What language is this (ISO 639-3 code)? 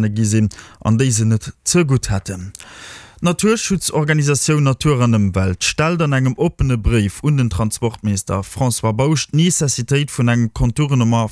ltz